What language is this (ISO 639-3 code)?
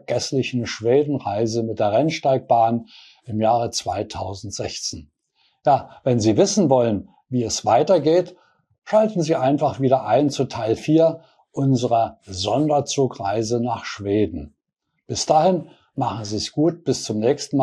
deu